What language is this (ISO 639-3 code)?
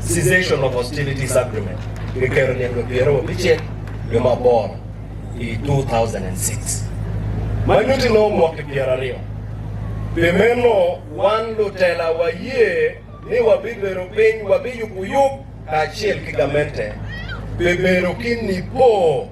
ach